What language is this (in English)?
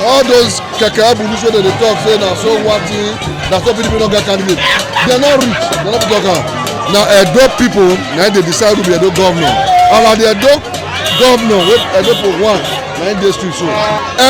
Nigerian Pidgin